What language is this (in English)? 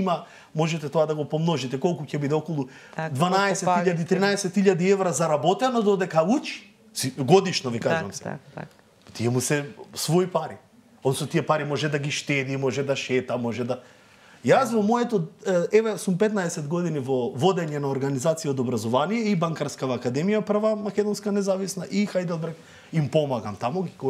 Macedonian